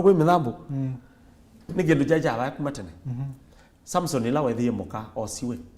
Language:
Kamba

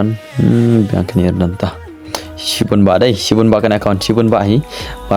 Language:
Khasi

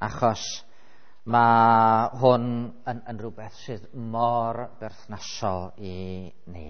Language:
Welsh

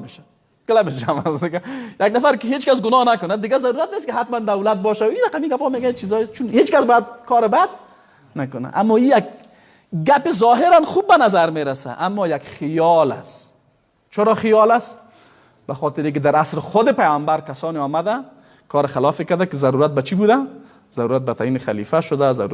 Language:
Persian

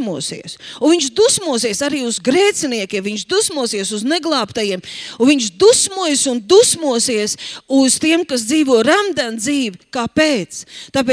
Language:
Latvian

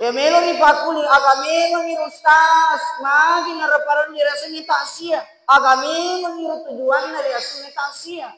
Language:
Buginese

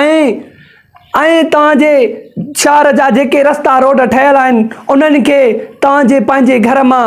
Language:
Sindhi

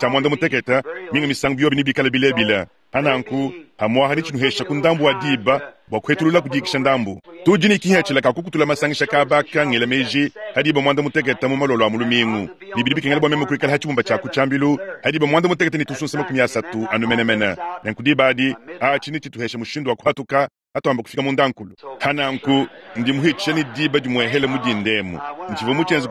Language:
Luba-Lulua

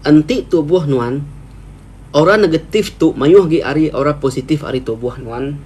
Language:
Iban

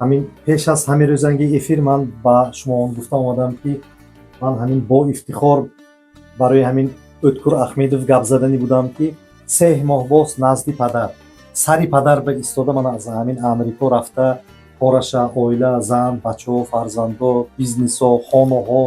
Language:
Tajik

